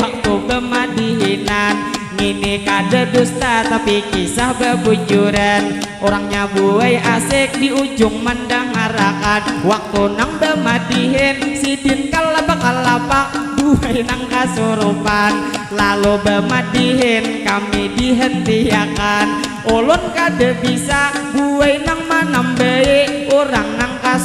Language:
Banjar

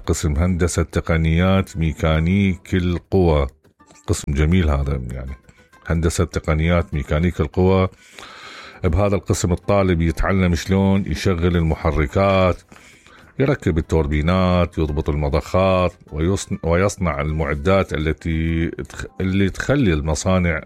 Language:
Mesopotamian Arabic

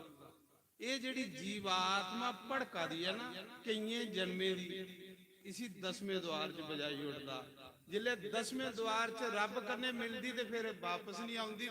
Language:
Dogri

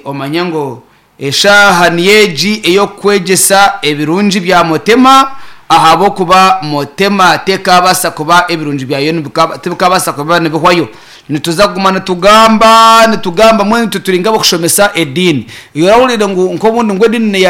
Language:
Nyankole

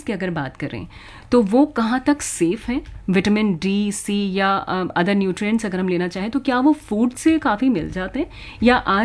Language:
Hindi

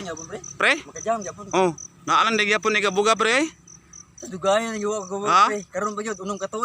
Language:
Cebuano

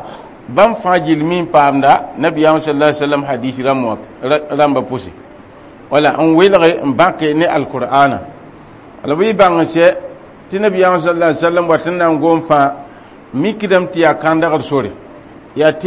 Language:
Mossi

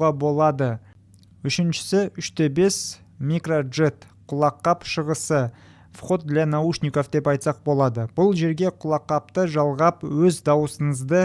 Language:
Kazakh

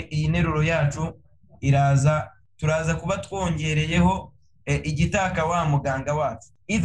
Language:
Kinyarwanda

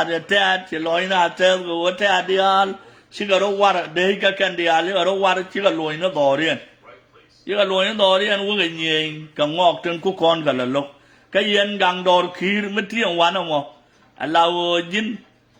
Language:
Nuer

